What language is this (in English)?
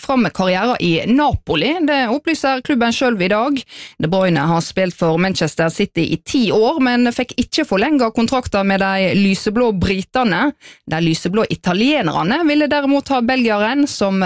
Norwegian